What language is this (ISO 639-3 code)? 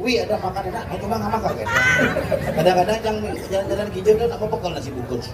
ban